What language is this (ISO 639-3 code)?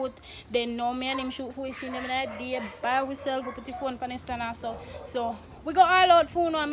jam